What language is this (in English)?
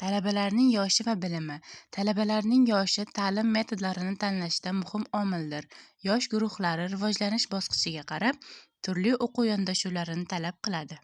Uzbek